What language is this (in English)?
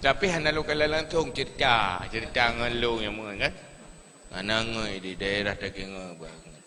Achinese